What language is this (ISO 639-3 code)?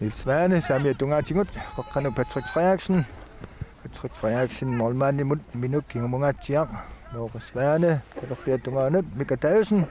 kal